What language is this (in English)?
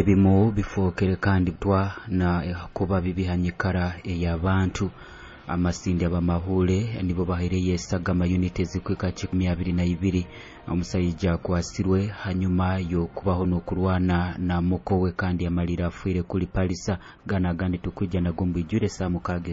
Nyoro